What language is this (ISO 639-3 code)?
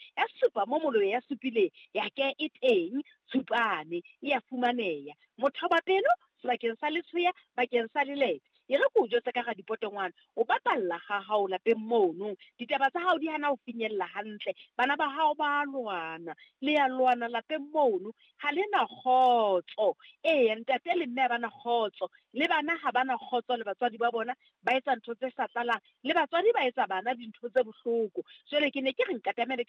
sot